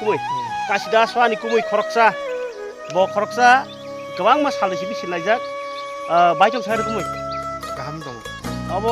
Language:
Kok Borok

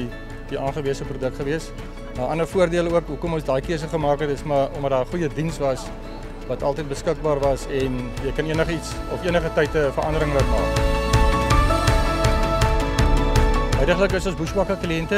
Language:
Afrikaans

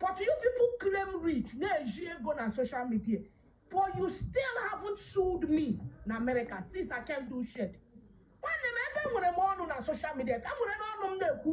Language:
Igbo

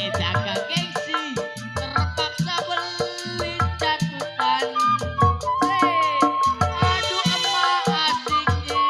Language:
Betawi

